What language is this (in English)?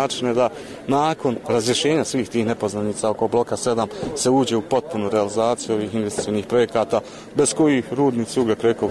Bosnian